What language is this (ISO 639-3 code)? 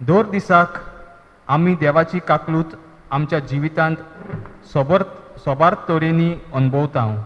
kok